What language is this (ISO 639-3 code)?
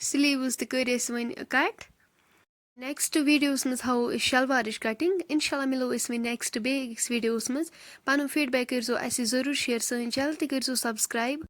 kas